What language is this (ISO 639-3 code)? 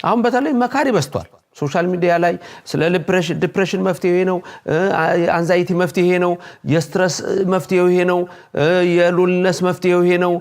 amh